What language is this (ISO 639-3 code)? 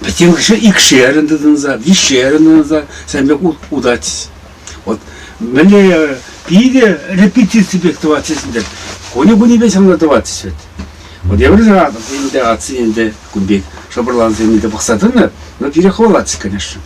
chv